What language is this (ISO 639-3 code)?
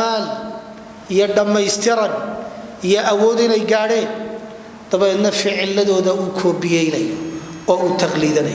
som